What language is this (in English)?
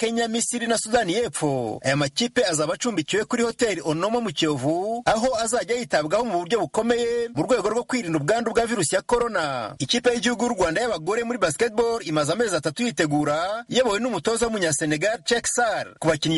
Kinyarwanda